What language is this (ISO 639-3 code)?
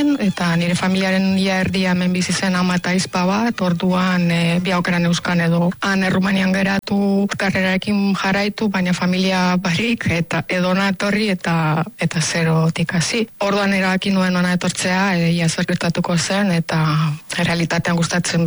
eus